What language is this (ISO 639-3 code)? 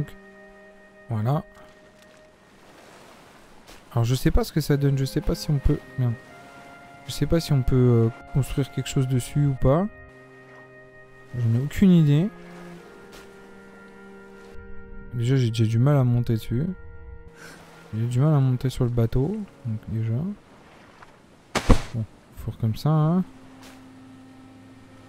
fra